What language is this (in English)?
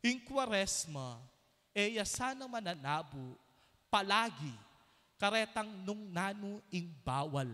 Pampanga